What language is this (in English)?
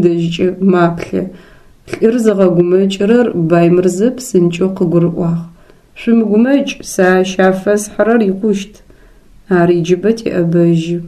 Adyghe